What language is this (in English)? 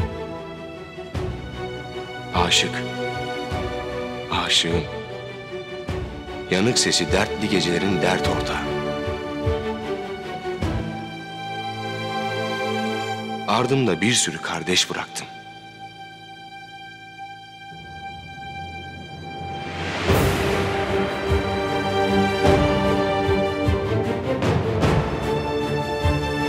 Turkish